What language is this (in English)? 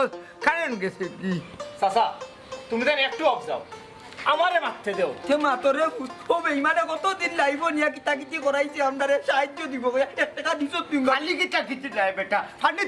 Sylheti